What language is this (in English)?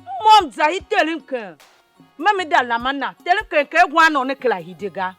Tiv